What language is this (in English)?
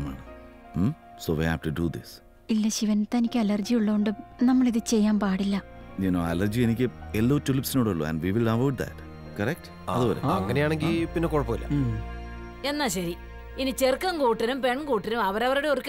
Malayalam